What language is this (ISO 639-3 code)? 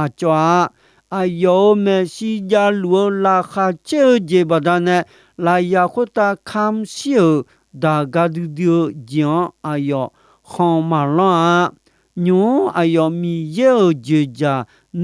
ahk